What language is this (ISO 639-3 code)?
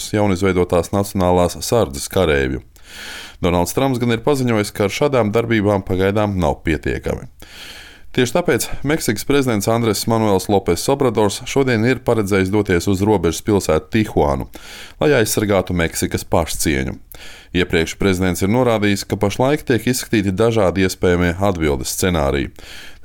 lav